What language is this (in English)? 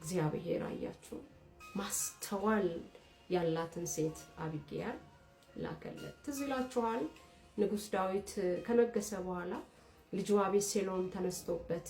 Amharic